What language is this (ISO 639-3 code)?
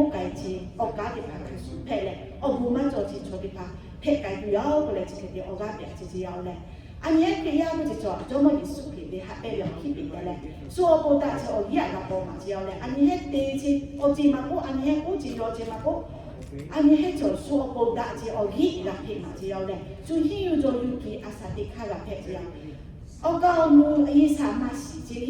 lhu